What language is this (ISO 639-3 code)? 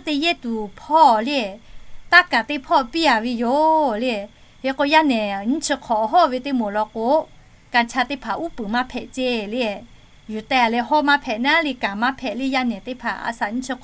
lhu